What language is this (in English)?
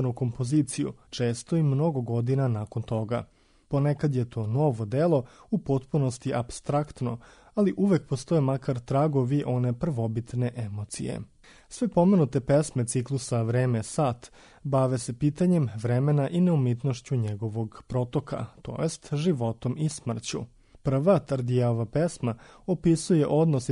Serbian